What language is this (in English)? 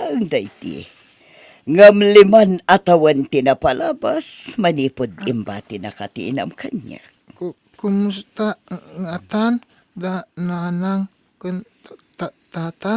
Iloko